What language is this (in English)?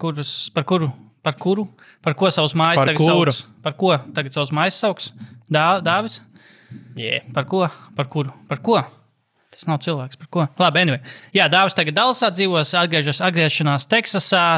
Latvian